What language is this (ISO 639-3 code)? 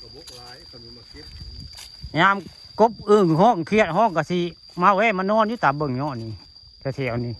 tts